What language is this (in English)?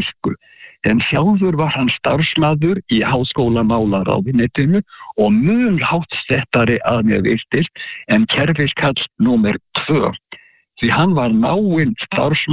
Icelandic